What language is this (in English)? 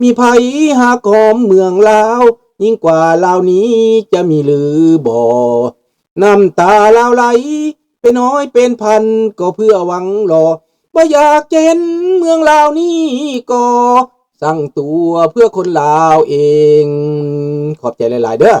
Lao